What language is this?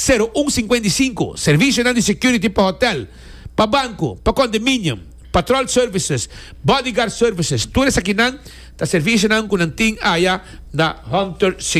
Papiamento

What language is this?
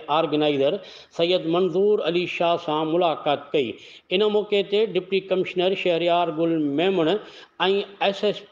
Sindhi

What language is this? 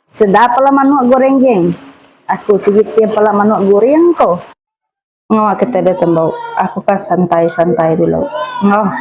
Iban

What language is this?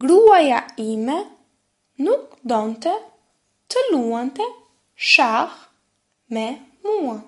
Albanian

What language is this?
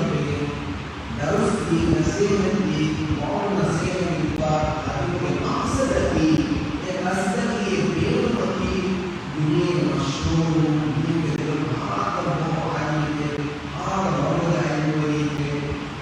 Divehi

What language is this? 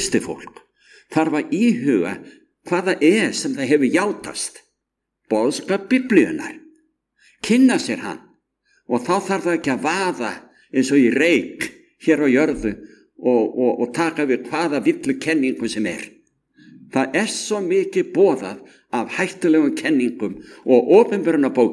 Icelandic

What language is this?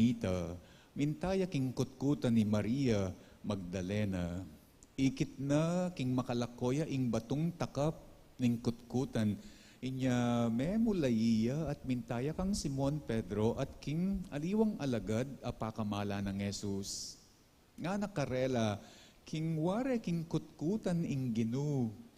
Pampanga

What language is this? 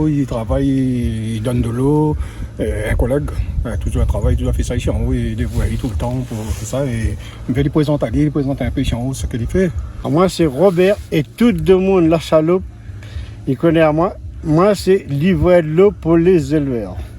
Réunion Creole French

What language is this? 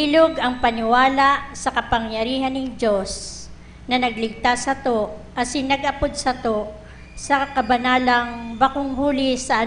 Bikol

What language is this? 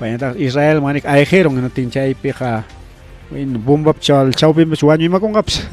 Ayacucho Quechua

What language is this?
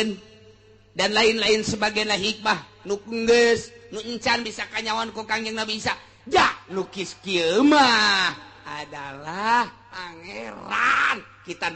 Sundanese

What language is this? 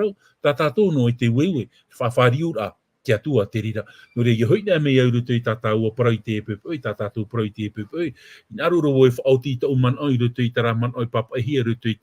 Tahitian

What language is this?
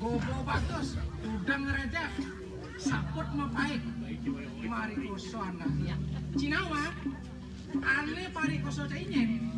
Balinese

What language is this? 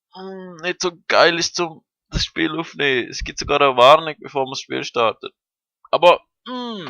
Swiss German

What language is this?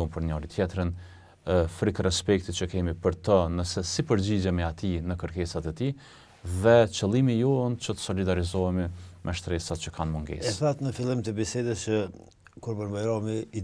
Albanian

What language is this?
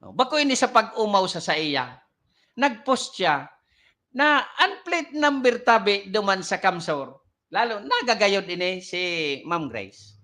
Bikol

